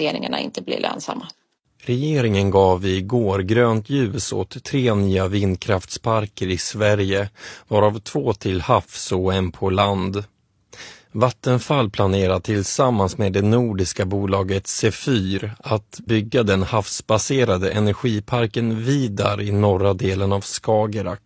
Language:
Swedish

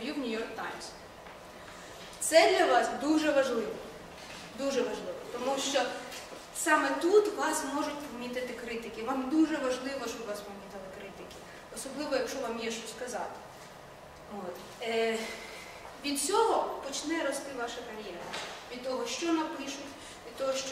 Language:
Ukrainian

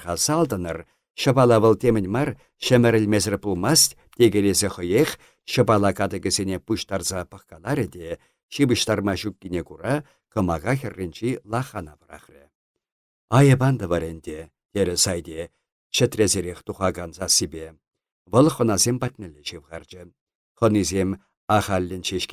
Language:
Chuvash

